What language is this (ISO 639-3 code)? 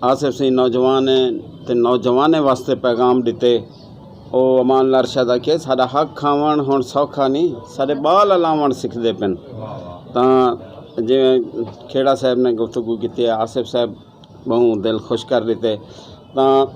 skr